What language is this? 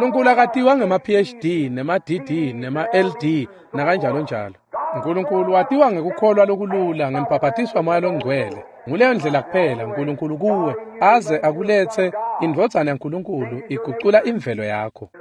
Swati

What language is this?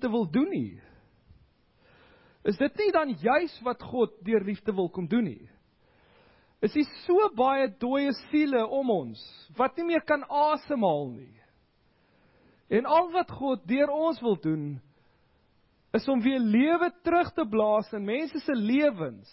Afrikaans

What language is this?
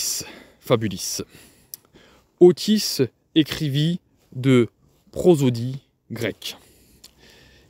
French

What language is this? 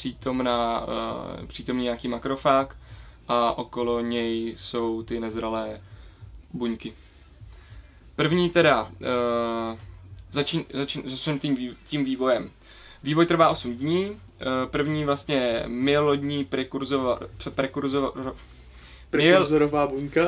Czech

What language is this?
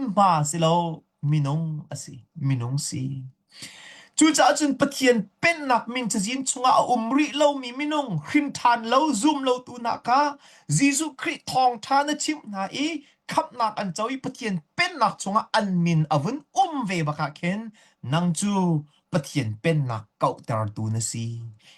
Hakha Chin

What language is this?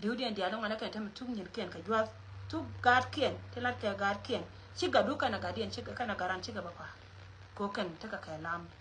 Nuer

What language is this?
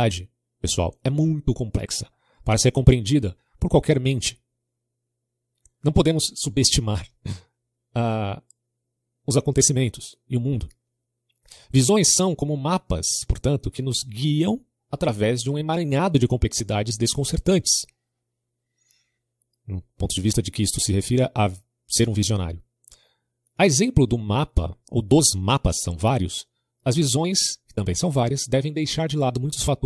Portuguese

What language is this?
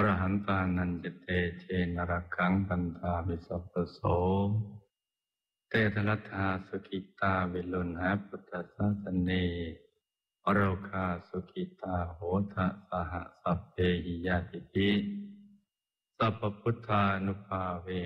Thai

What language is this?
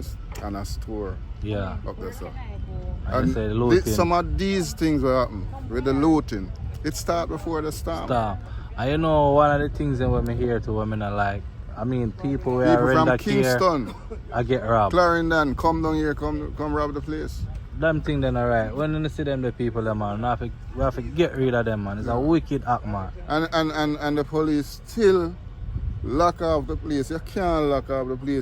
Jamaican Creole English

